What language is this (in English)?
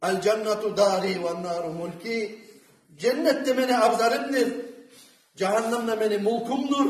Kumyk